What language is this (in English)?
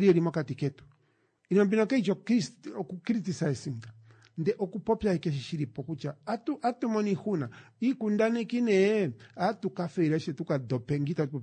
Kuanyama